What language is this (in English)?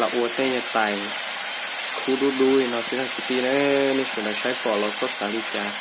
Hmong